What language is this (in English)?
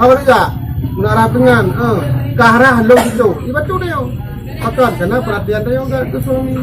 Achinese